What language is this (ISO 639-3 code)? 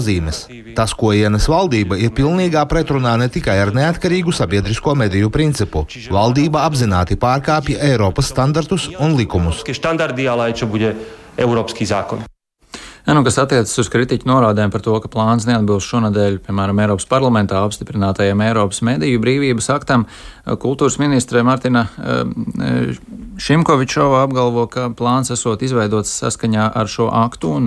lav